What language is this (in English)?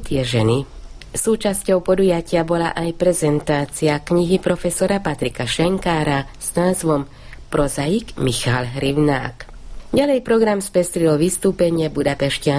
Slovak